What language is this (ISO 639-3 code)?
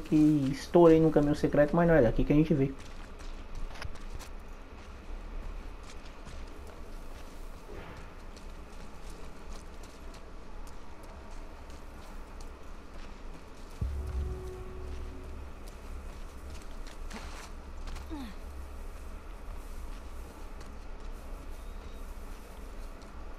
por